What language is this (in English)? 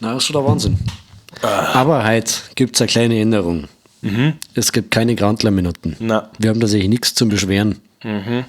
Bavarian